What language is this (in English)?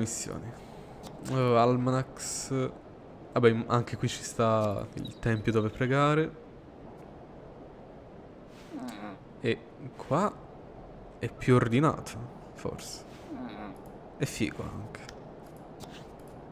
Italian